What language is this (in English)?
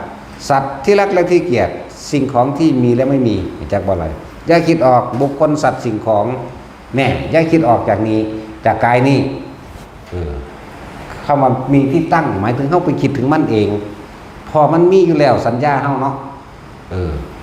Northeastern Thai